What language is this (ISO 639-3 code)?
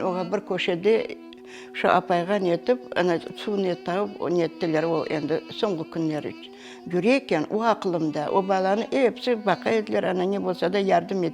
crh